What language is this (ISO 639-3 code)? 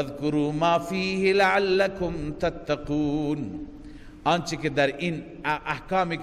fas